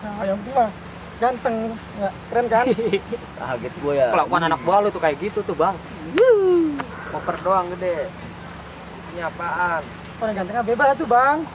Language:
Betawi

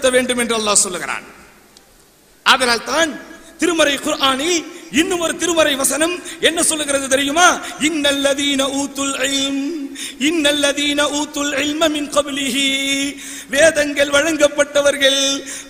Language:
Tamil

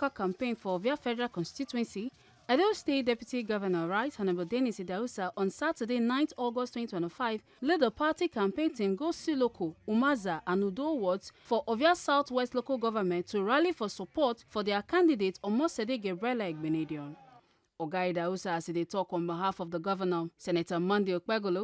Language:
Nigerian Pidgin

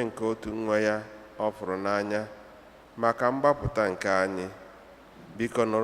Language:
Igbo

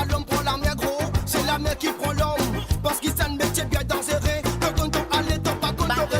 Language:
Morisyen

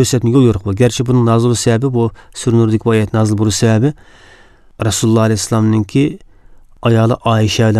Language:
Uyghur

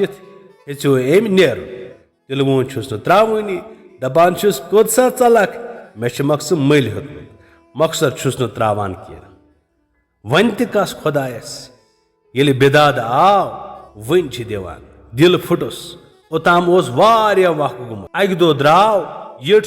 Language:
Kashmiri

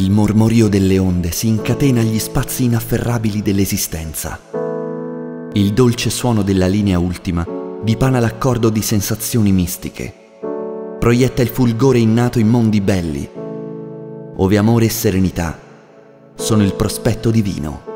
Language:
Italian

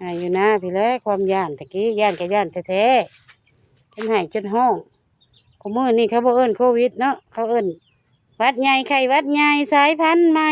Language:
Northeastern Thai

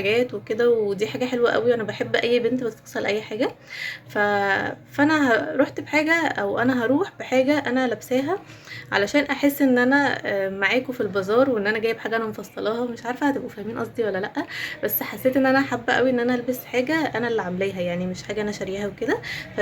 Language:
Egyptian Arabic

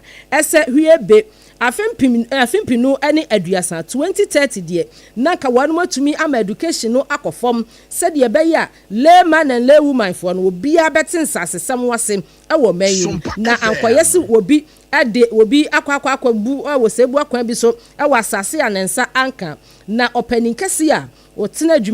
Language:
Akan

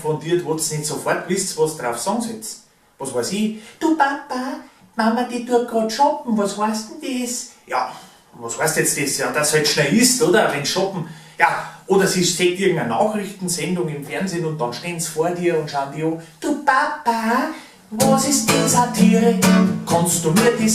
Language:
Bavarian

